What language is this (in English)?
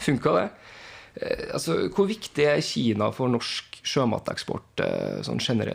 Norwegian